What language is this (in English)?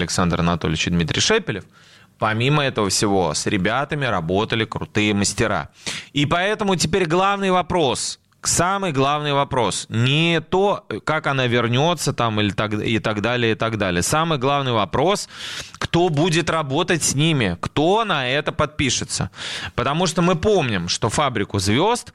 Russian